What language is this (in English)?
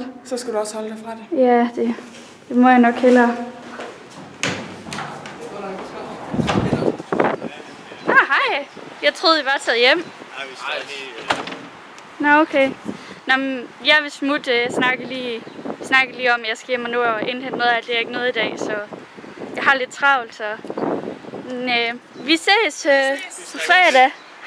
Danish